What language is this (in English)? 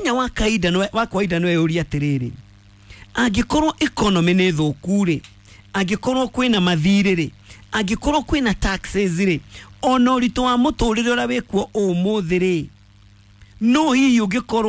Kikuyu